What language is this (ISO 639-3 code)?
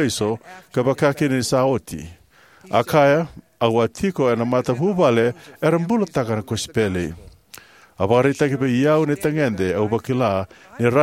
fij